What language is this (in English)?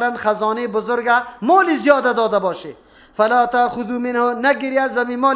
Persian